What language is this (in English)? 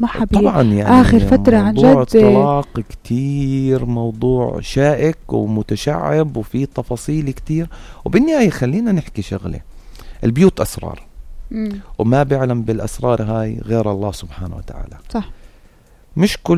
North Levantine Arabic